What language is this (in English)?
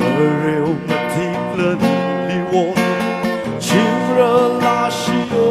Tangkhul Naga (India)